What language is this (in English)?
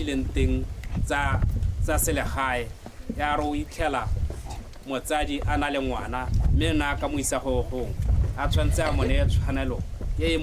Tswana